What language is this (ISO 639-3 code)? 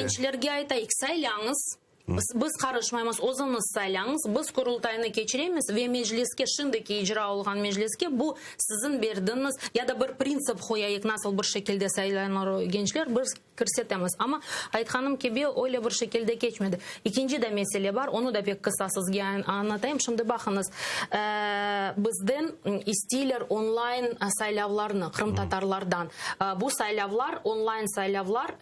crh